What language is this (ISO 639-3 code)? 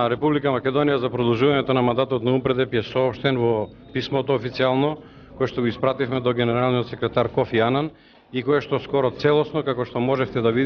mkd